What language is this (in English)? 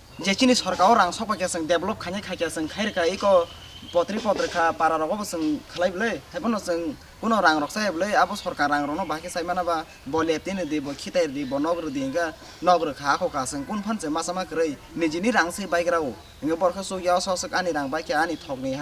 Kok Borok